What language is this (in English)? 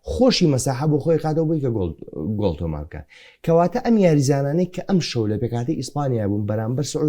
Central Kurdish